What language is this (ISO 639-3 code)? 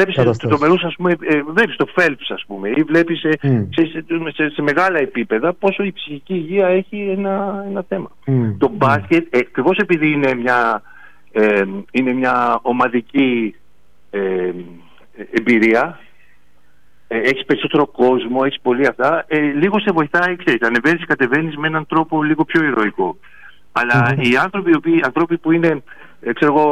ell